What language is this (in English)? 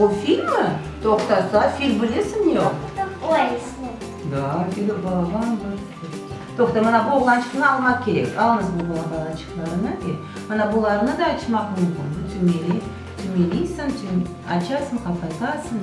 Crimean Tatar